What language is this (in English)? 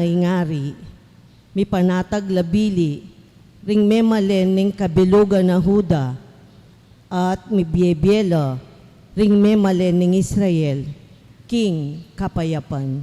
Pampanga